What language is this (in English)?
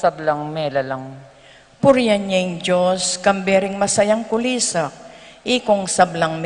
Pampanga